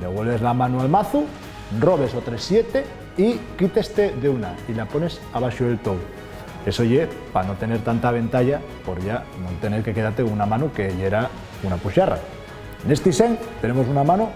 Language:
Asturian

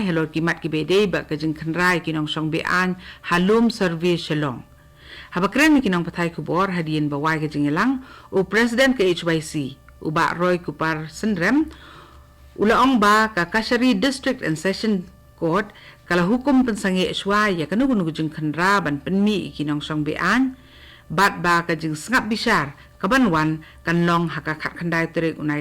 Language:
Khasi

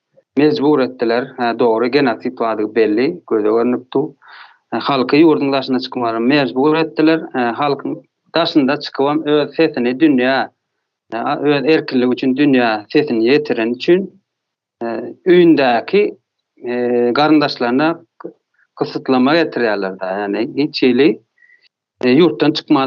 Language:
Turkmen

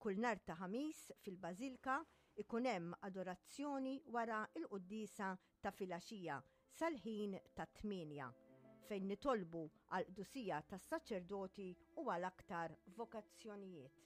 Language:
Maltese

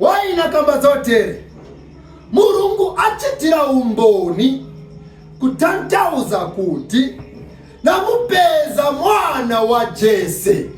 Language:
Nyanja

